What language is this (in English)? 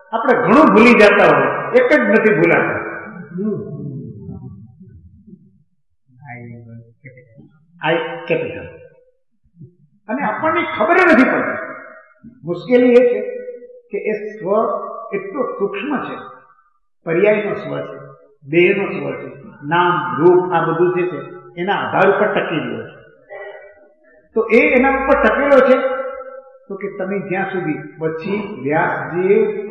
Gujarati